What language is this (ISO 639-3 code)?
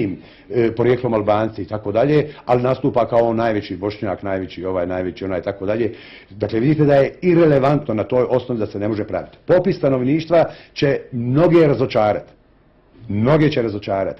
bos